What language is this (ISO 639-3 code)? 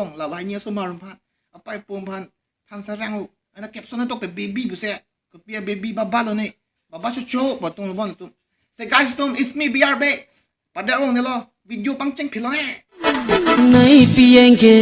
mjw